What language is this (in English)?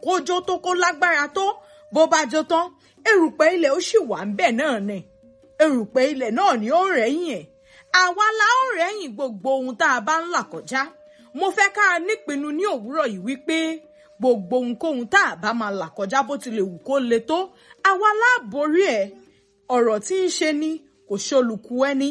Yoruba